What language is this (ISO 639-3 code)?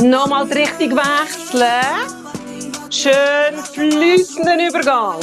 gsw